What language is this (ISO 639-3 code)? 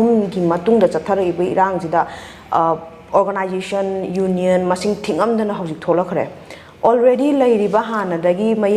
mni